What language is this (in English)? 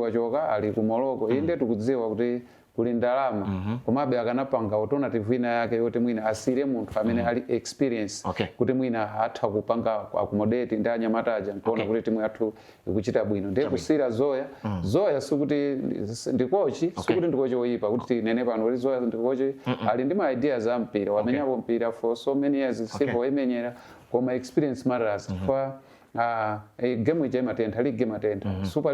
Nyanja